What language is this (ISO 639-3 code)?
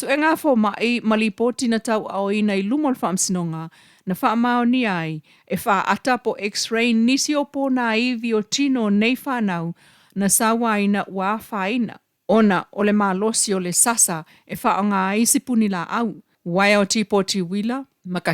smo